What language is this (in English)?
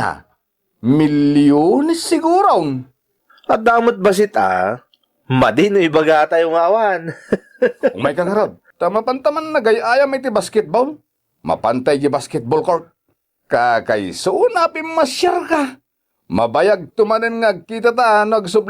Iloko